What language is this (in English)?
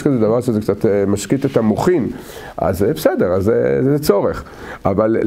Hebrew